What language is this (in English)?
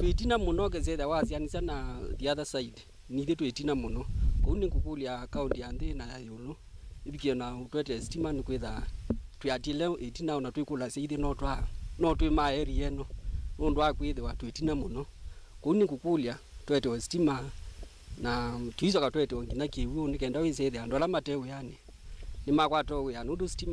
Kamba